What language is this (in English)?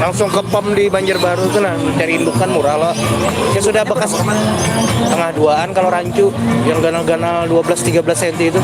Banjar